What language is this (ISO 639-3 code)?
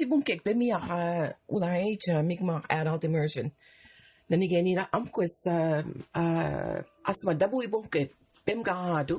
mic